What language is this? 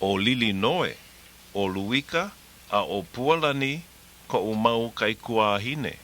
Hawaiian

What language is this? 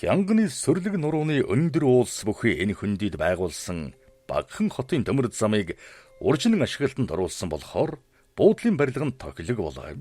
Mongolian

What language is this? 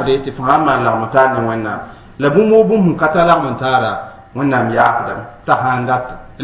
Mossi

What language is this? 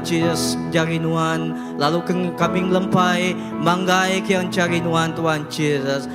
Iban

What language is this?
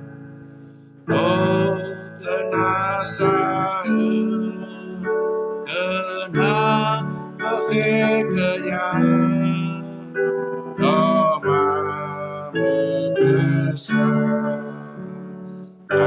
S'gaw Karen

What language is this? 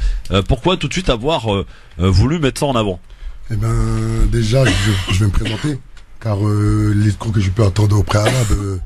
French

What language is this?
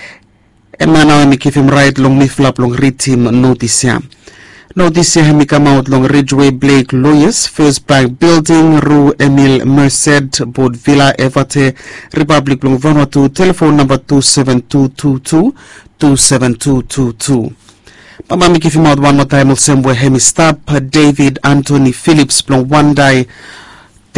Bislama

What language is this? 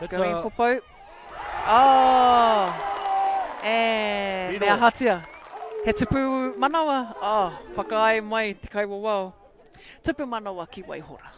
Māori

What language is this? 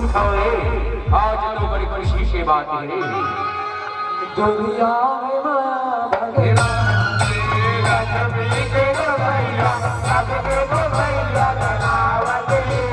Chhattisgarhi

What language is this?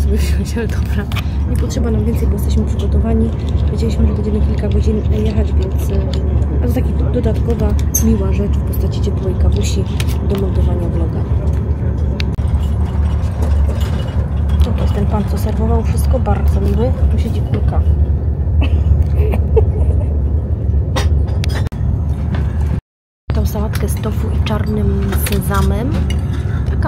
Polish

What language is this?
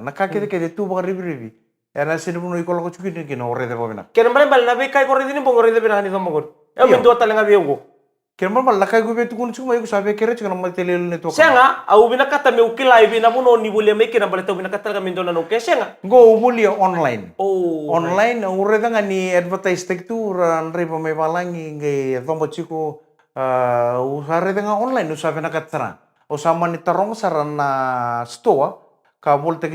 Fijian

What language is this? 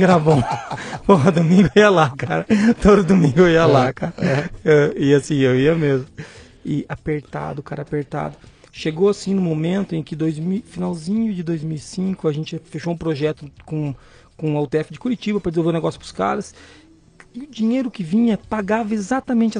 Portuguese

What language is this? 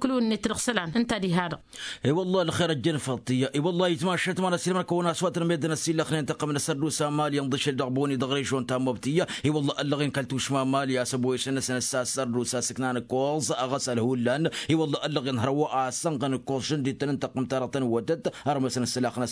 Tamasheq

